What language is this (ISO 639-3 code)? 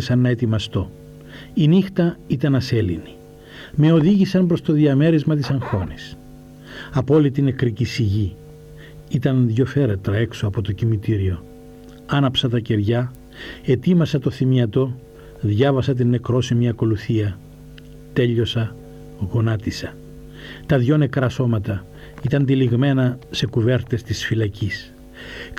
ell